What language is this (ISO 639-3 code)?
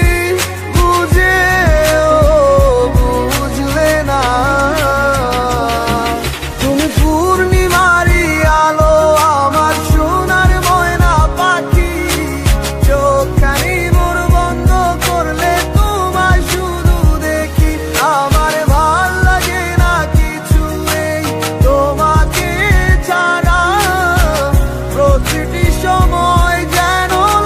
ben